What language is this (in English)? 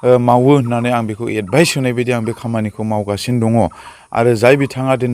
Bodo